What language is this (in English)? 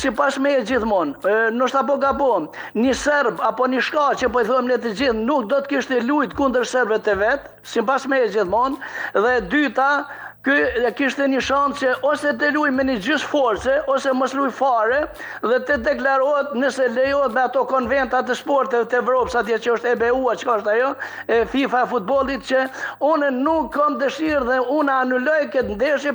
Albanian